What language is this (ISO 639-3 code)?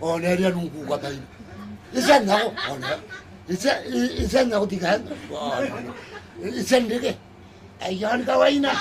gil